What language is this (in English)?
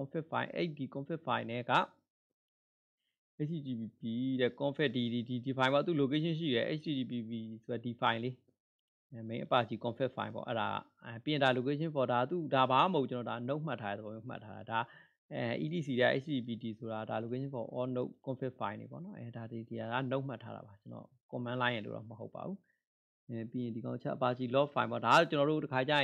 Burmese